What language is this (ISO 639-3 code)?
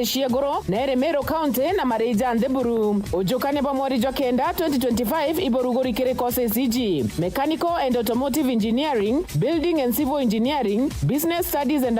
mer